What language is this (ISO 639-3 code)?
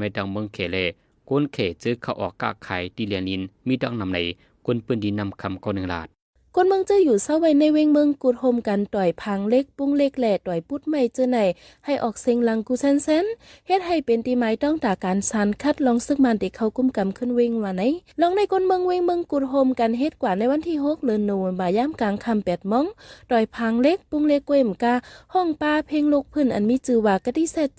shn